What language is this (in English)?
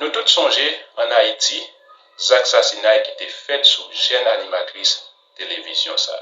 Haitian Creole